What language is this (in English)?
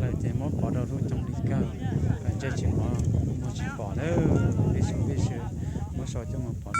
Hmong